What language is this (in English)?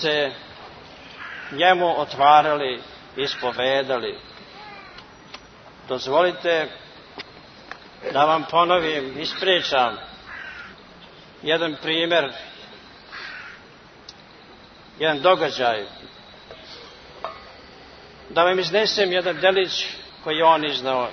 Serbian